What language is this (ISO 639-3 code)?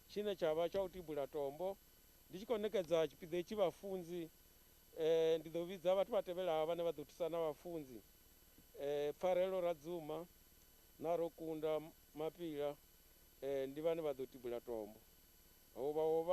ven